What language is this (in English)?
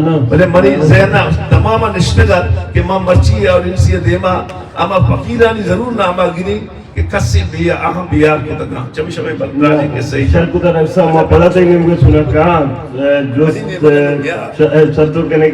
Eastern Balochi